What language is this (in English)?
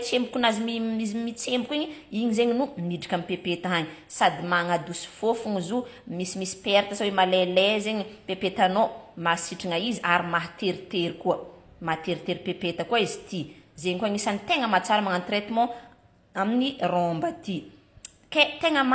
Malagasy